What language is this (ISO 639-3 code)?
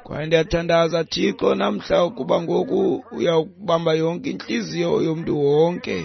xho